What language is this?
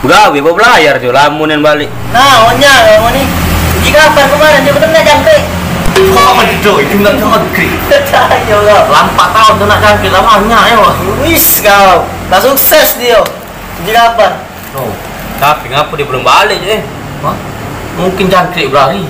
Musi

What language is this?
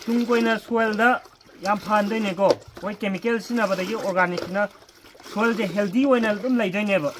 Manipuri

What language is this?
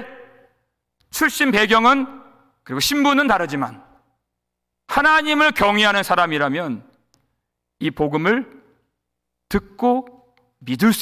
Korean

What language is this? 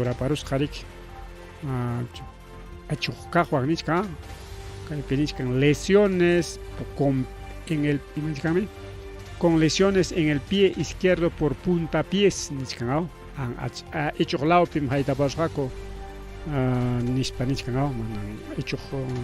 Ayacucho Quechua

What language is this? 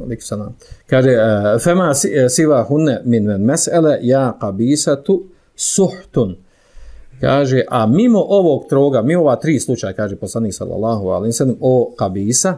Bosnian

